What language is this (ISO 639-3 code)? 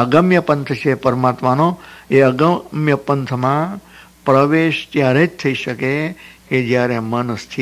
guj